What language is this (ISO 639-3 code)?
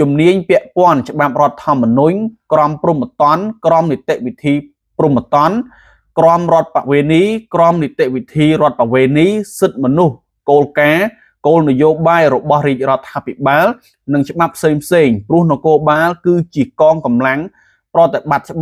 khm